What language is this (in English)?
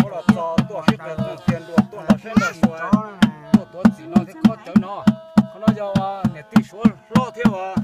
Hmong